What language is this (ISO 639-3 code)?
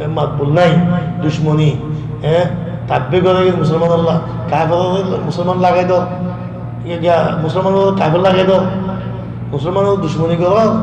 rhg